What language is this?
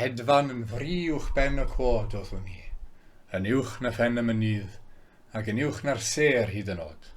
Welsh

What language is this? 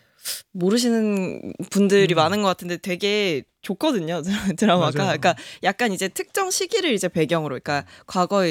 Korean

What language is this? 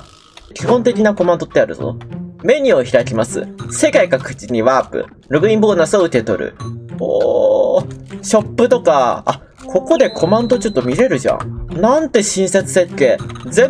Japanese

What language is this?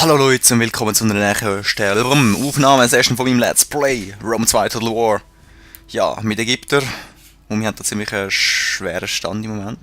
Swiss German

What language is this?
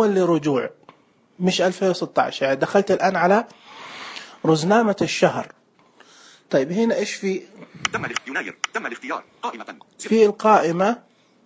Najdi Arabic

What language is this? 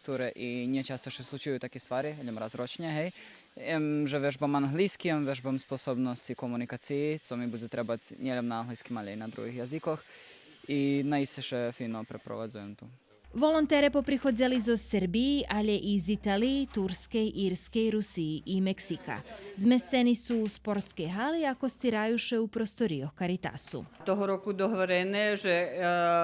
Rusyn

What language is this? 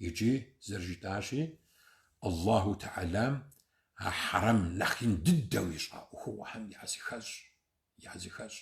Kabardian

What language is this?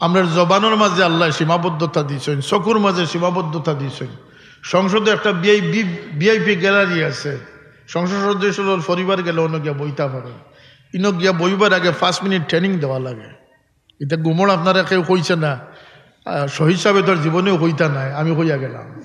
Sylheti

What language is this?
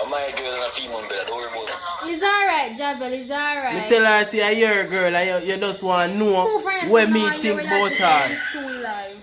Jamaican Creole English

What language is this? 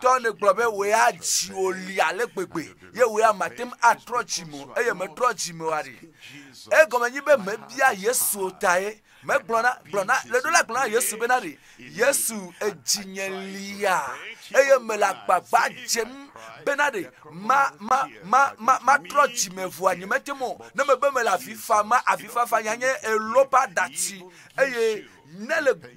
Ewe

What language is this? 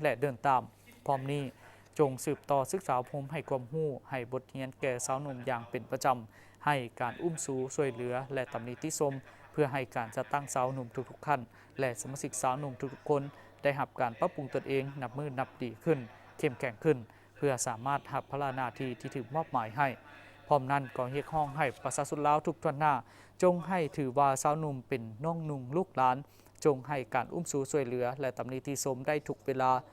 Lao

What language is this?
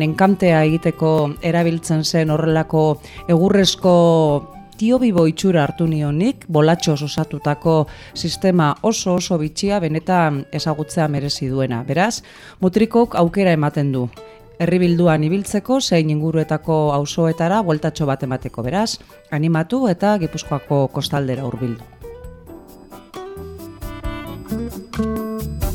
Basque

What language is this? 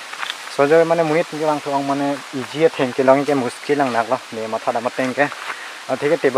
Karbi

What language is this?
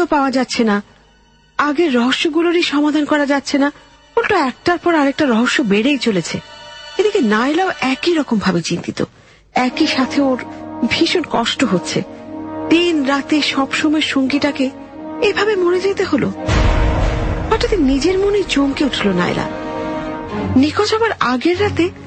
Bangla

